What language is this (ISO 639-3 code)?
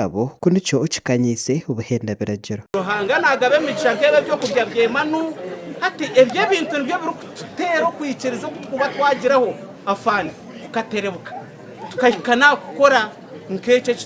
nyn